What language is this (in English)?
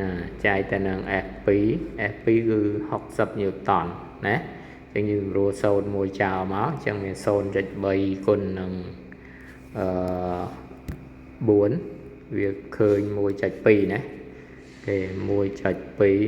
Khmer